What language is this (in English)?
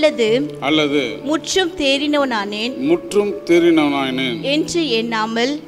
Tamil